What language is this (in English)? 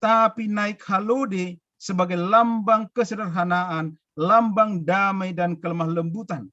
Batak Simalungun